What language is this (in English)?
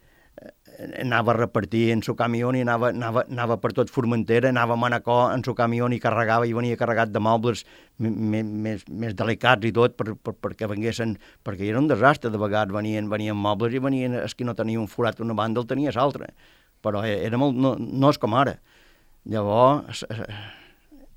Catalan